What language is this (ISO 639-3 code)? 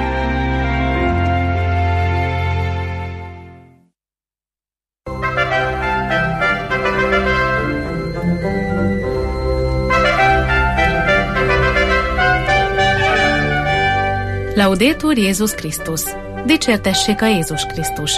hun